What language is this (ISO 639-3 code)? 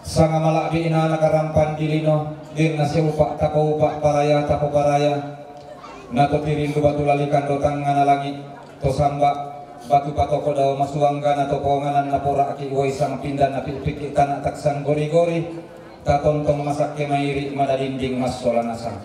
sda